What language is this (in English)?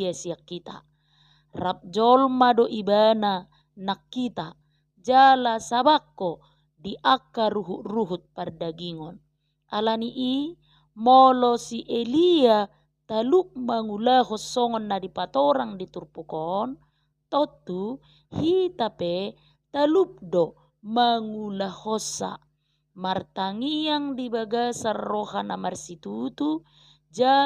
Batak Toba